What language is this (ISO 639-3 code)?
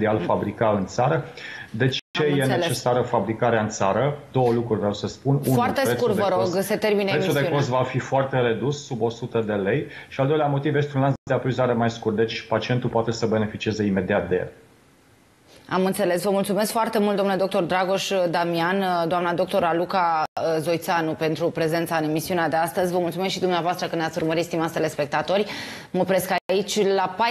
ron